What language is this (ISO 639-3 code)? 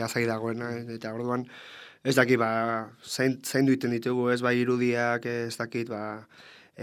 eus